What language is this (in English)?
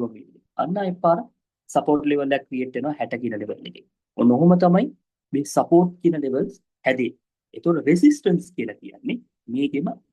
Sinhala